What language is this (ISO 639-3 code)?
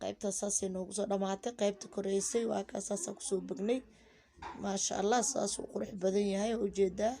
som